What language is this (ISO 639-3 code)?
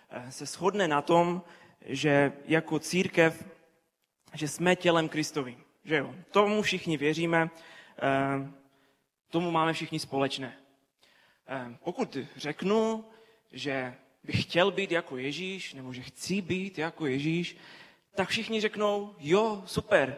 ces